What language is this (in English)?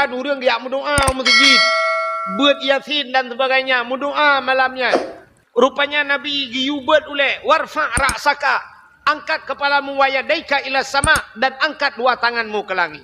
Achinese